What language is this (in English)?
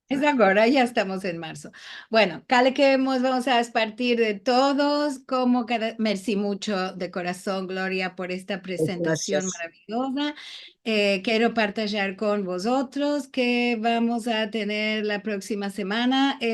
Ladino